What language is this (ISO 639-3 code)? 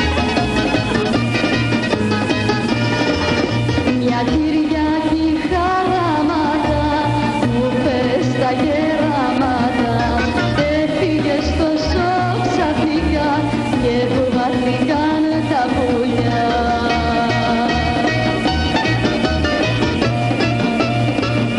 ell